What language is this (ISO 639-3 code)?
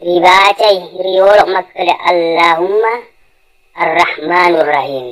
bug